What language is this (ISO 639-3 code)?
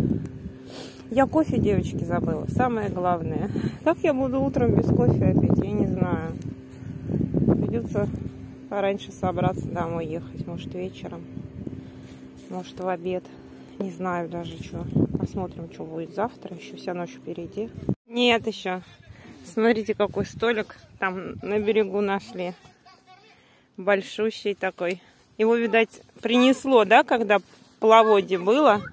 rus